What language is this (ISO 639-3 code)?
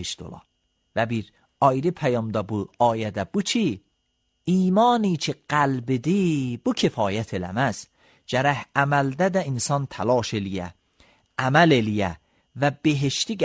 aze